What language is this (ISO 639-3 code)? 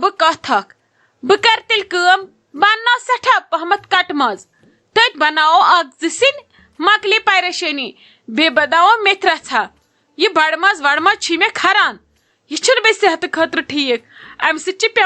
kas